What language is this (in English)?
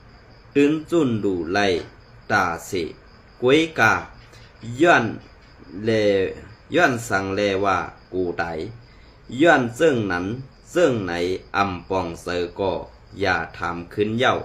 Shan